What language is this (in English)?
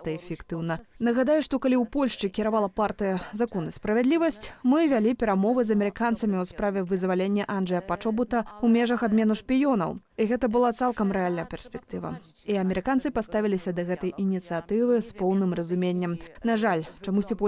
Belarusian